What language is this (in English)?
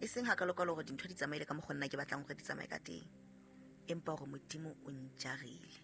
Southern Sotho